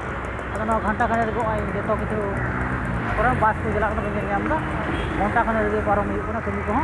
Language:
Santali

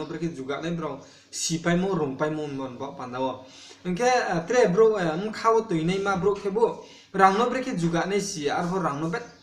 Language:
Riang (India)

